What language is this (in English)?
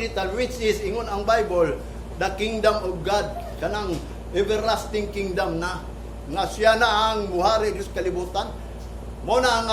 Cebuano